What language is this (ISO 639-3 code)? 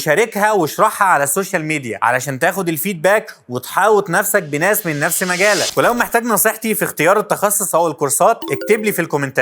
arz